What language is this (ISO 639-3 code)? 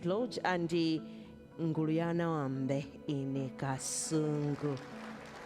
nya